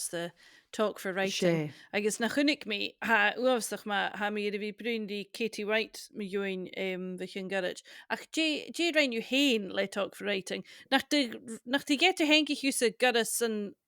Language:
Scottish Gaelic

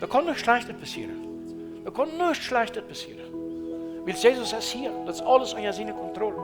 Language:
Plautdietsch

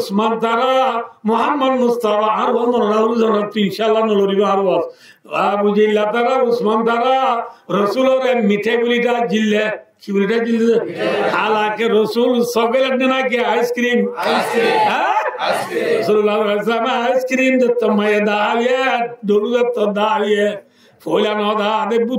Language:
Rohingya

